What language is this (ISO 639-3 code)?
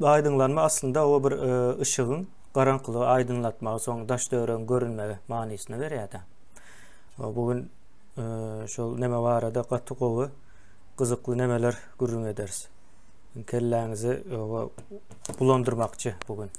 tuk